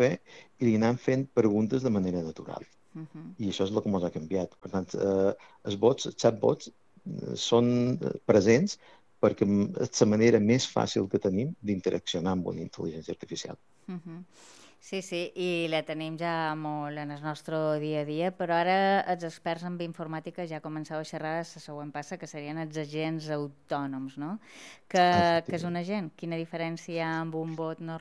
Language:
Catalan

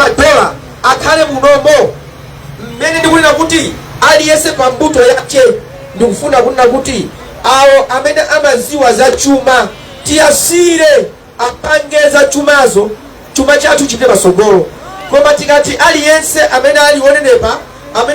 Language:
Nyanja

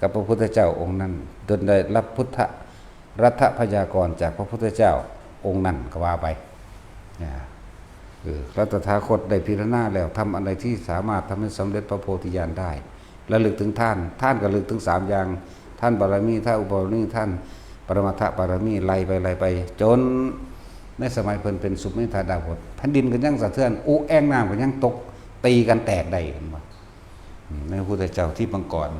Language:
Northeastern Thai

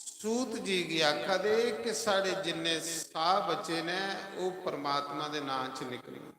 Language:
Dogri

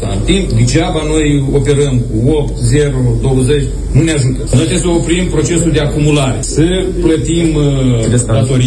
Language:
Romanian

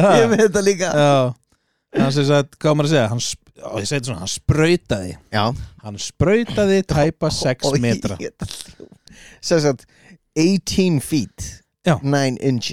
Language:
Icelandic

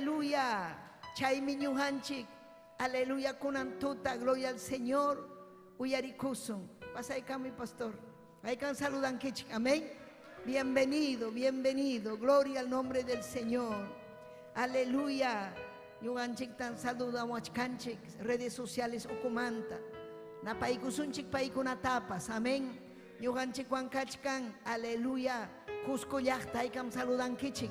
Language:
Ayacucho Quechua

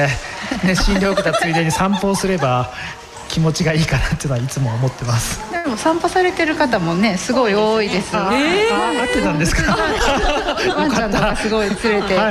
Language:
Japanese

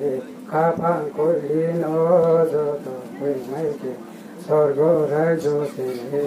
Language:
Riang (India)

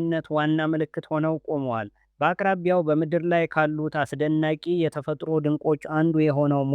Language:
Amharic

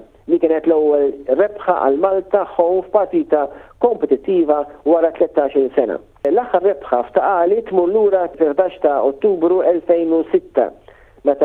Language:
Maltese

